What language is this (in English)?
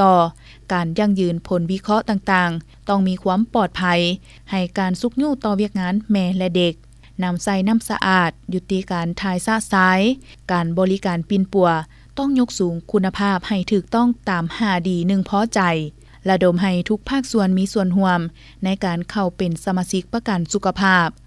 Lao